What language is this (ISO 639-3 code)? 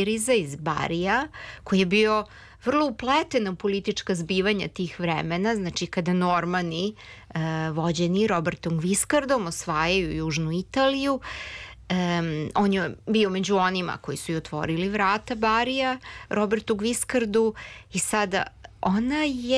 srp